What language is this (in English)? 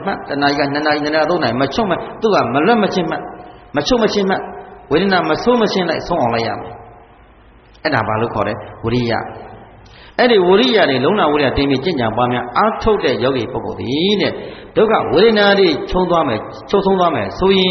Burmese